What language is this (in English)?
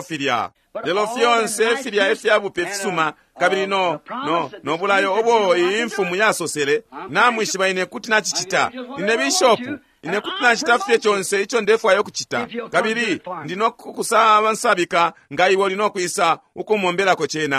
Bemba